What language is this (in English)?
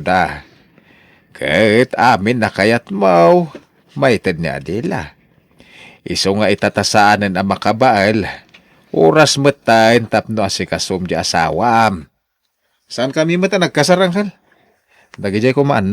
Iloko